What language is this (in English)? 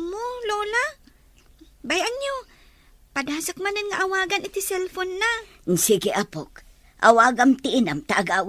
Iloko